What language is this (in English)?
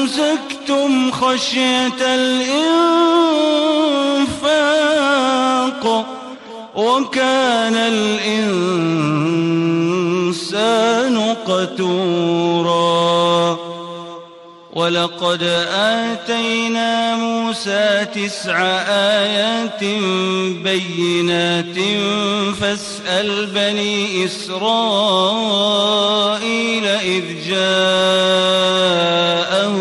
Arabic